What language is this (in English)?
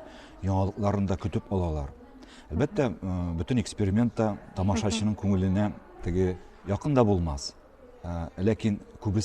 Tatar